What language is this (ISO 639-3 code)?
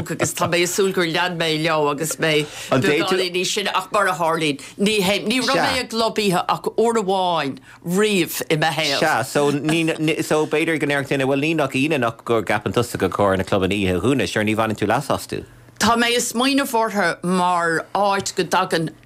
gle